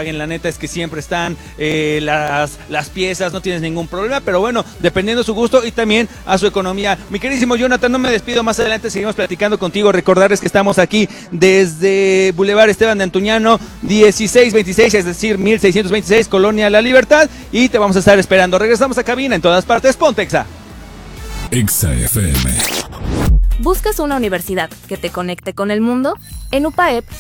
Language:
Spanish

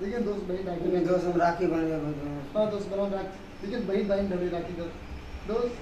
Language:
Maithili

